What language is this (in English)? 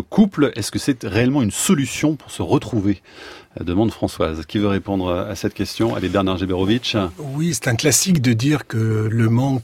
French